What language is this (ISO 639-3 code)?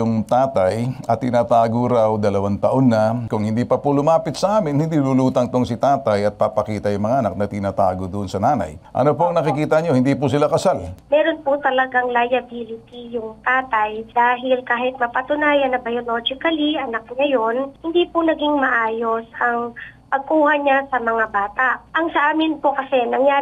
fil